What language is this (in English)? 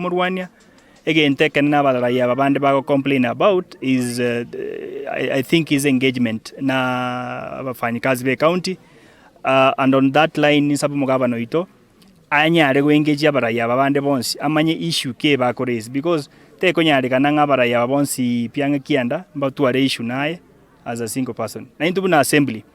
Gusii